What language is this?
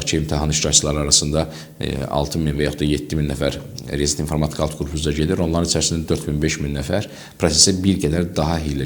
Azerbaijani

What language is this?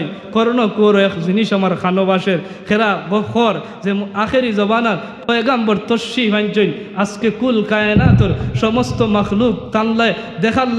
Sylheti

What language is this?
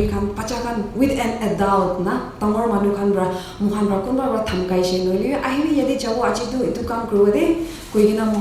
Naga Pidgin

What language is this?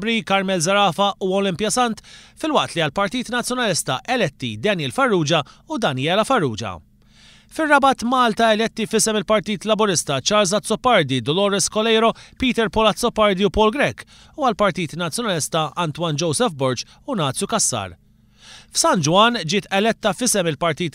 Maltese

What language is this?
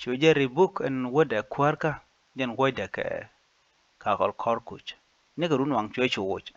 Nuer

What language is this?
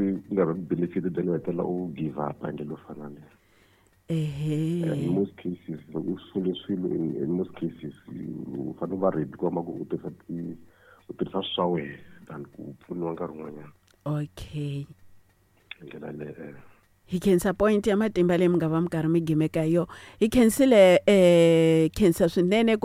Tsonga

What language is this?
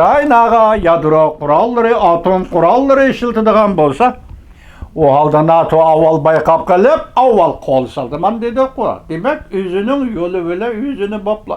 Uyghur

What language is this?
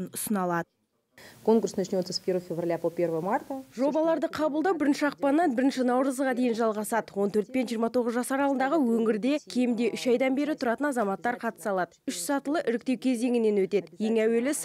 Kazakh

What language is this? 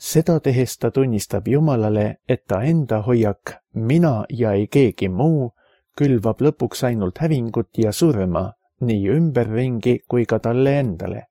Estonian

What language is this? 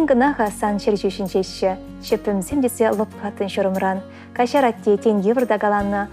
Chuvash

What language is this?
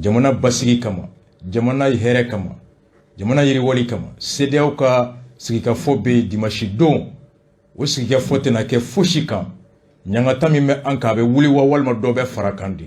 Bambara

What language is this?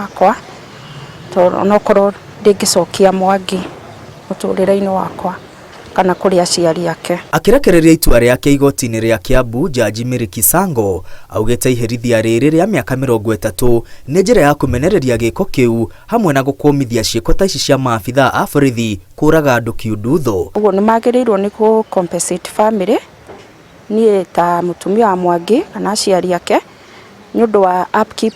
Kikuyu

